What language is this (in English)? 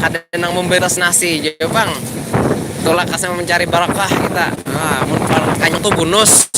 Banjar